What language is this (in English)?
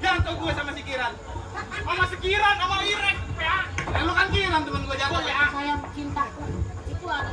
Betawi